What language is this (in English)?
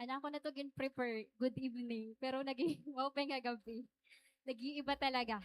Waray